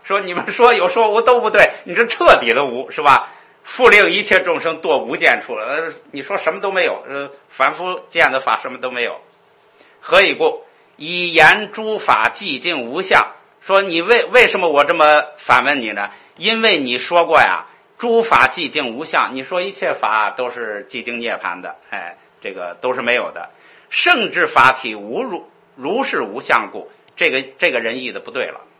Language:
Chinese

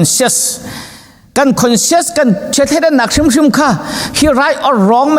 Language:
Hakha Chin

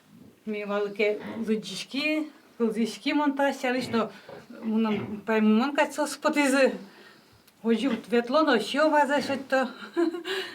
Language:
Udmurt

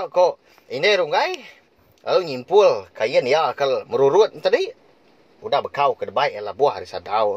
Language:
Iban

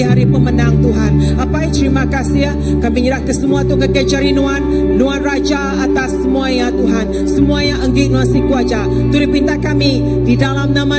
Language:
Iban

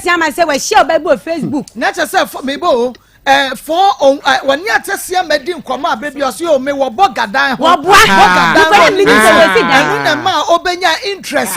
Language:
Akan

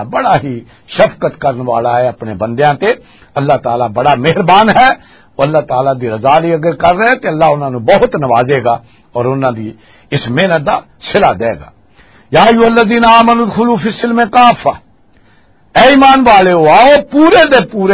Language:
Western Panjabi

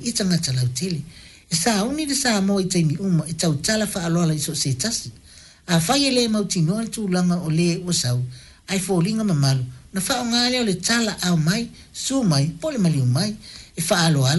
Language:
Samoan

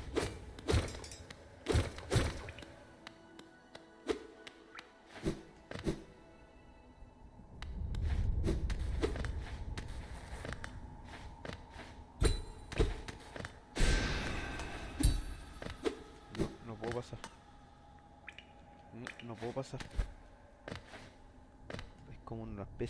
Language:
Spanish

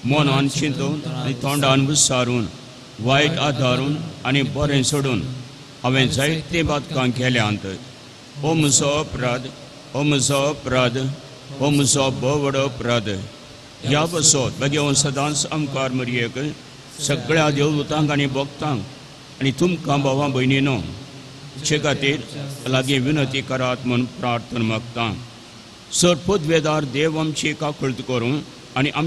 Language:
Konkani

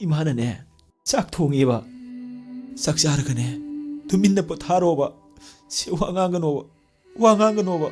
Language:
Manipuri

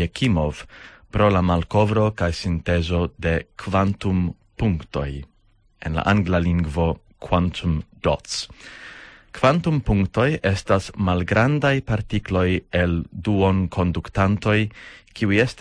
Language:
Esperanto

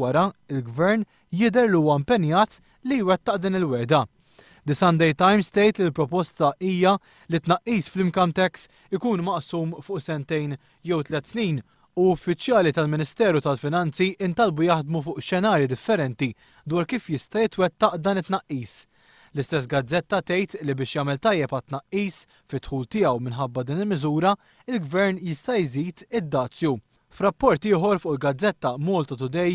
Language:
Maltese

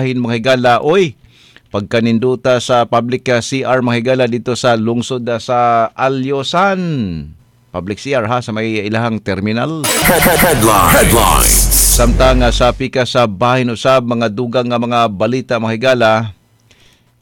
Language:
Cebuano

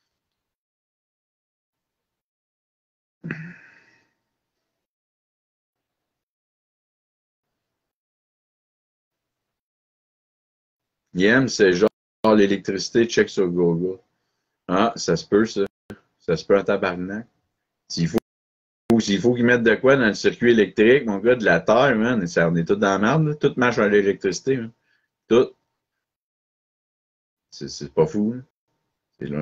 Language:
French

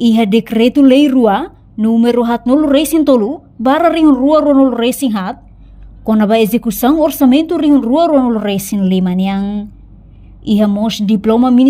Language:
Tetum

